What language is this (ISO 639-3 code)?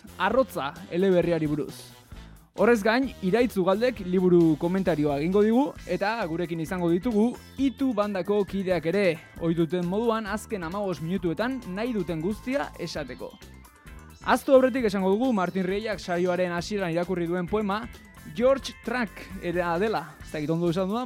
eus